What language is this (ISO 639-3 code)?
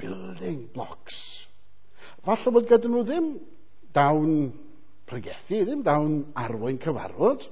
cym